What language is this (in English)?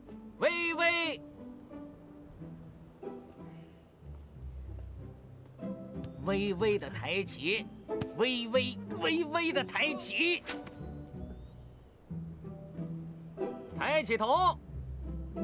Chinese